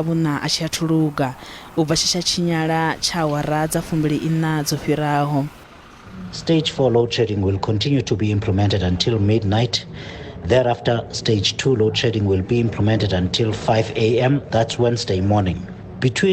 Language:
Venda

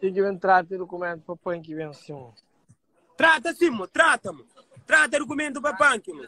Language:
Kabuverdianu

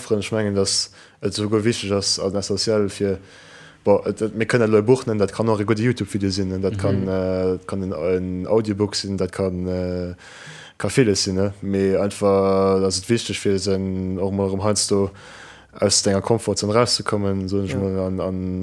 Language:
Luxembourgish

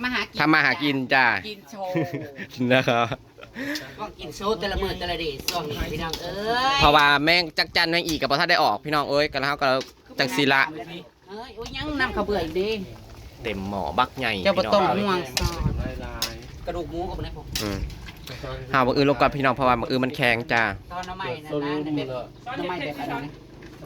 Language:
Northeastern Thai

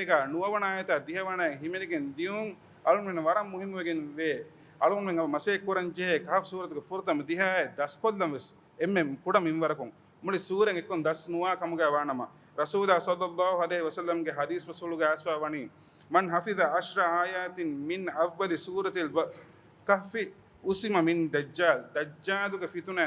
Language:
Divehi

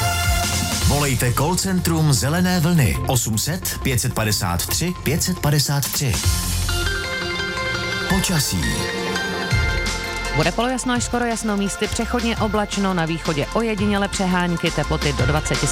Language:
Czech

